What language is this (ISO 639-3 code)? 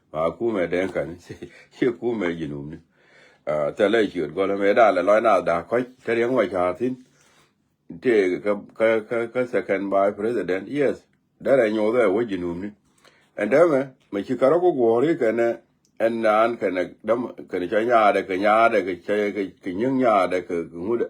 nus